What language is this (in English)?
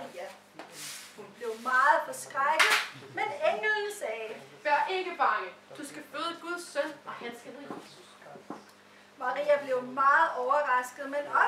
Danish